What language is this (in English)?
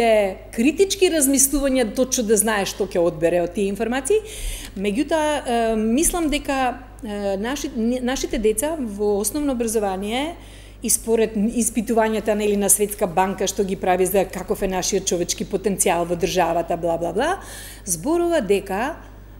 Macedonian